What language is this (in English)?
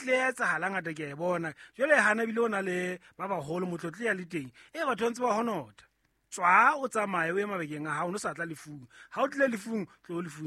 Southern Sotho